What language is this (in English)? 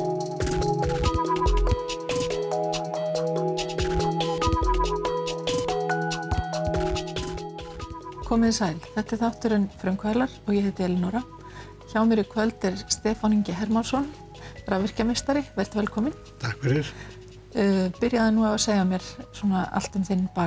Icelandic